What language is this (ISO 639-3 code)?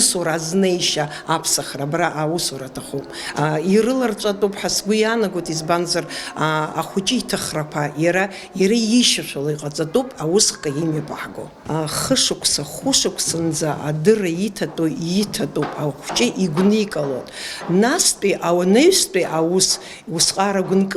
abk